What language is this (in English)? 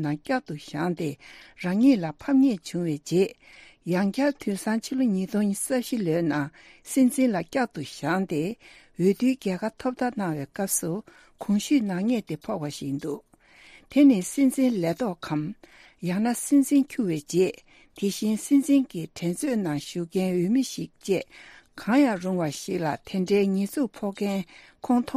Tibetan